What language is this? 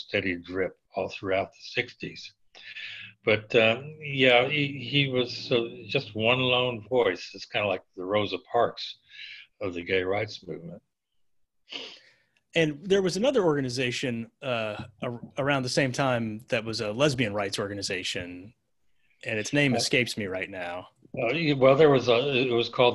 English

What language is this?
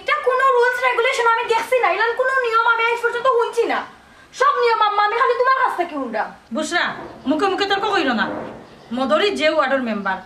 Sylheti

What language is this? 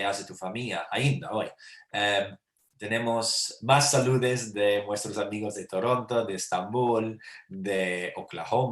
Ladino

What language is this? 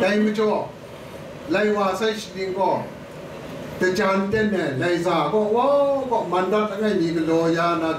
Kachin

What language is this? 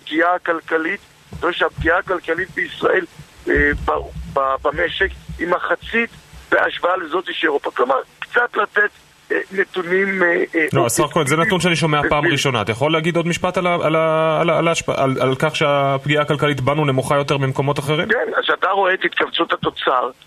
Hebrew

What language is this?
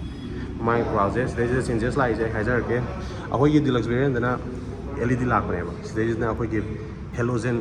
Manipuri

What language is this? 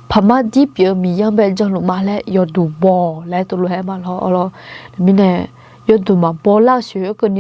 Akha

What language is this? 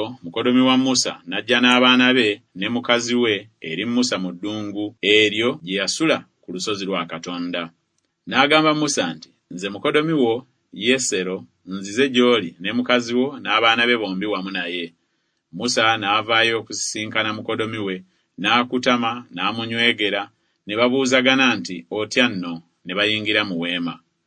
Ganda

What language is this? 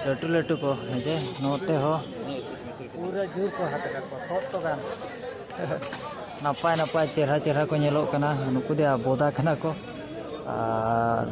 Santali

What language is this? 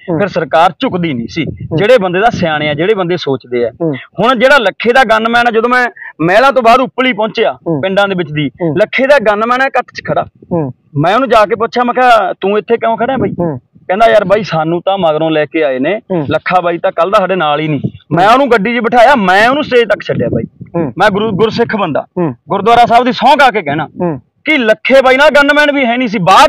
Punjabi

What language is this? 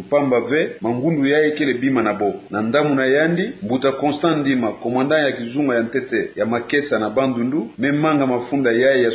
Kituba (Democratic Republic of Congo)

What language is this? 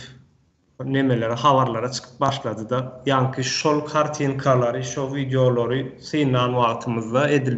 Turkmen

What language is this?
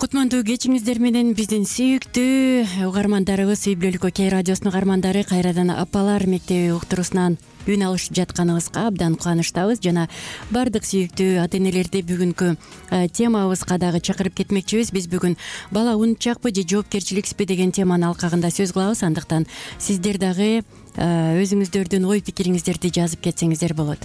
Kyrgyz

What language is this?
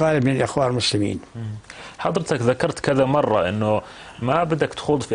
North Levantine Arabic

